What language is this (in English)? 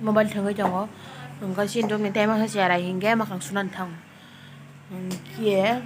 Kok Borok